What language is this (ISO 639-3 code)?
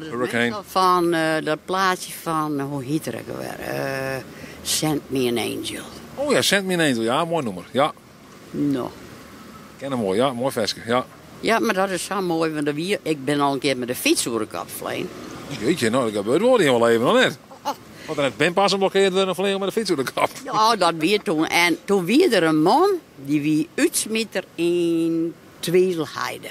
fry